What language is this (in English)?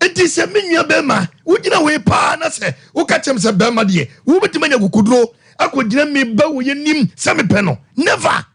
Akan